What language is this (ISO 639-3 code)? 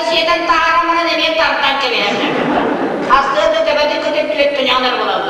sah